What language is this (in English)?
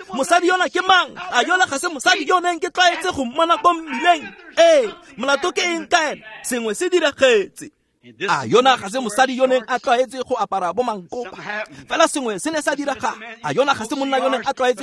Tswana